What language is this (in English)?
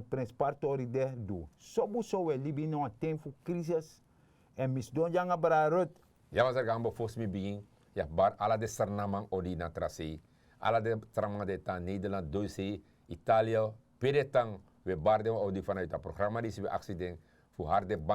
Sranan Tongo